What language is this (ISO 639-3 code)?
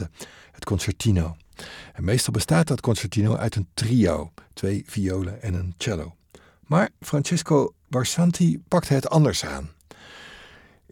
nld